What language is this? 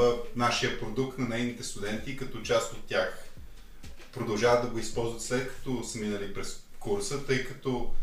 Bulgarian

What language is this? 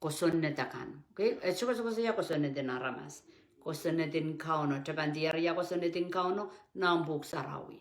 Pohnpeian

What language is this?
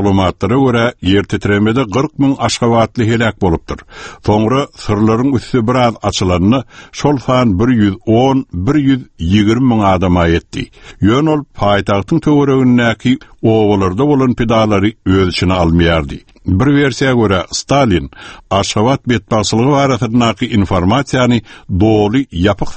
Turkmen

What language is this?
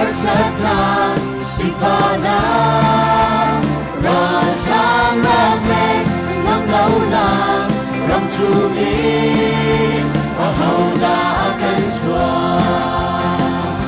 Hakha Chin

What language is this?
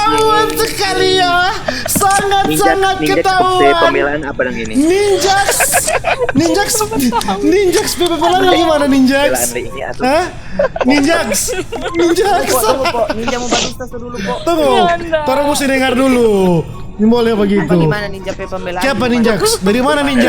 Manado Malay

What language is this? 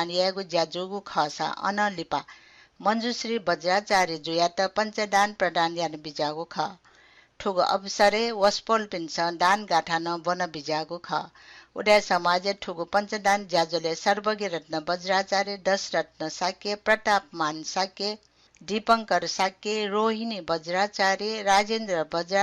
Newari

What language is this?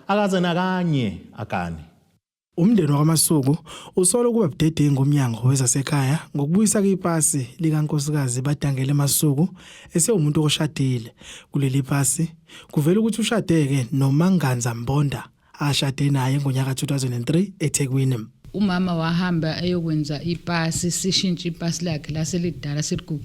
Zulu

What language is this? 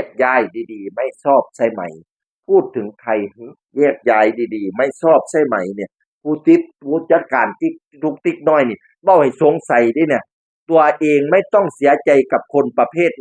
Northeastern Thai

